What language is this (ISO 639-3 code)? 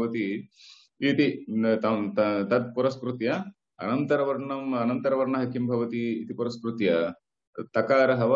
san